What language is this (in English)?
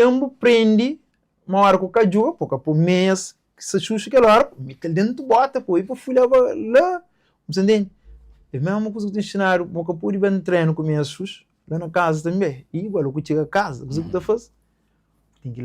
Kabuverdianu